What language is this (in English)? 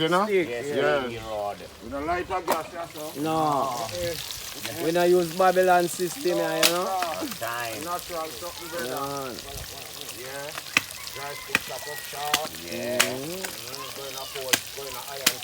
Jamaican Creole English